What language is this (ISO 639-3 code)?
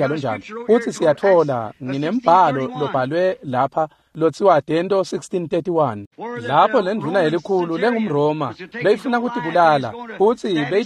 ssw